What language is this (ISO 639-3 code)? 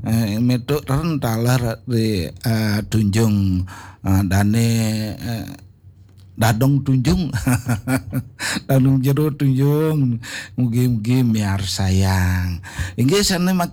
ban